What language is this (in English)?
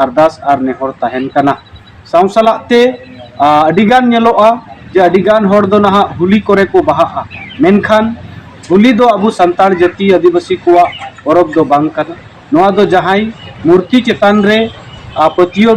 Santali